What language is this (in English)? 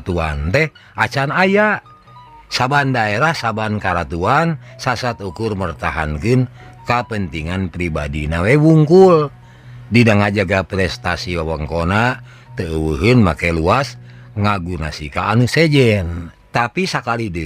Sundanese